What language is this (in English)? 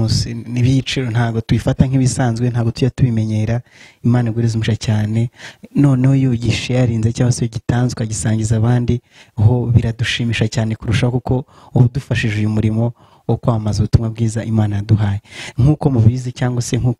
Kinyarwanda